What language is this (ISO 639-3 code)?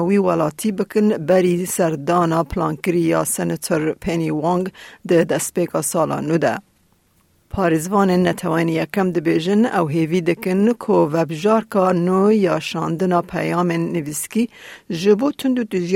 kur